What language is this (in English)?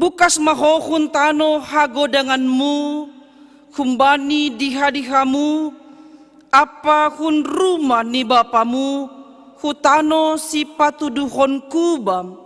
Batak Simalungun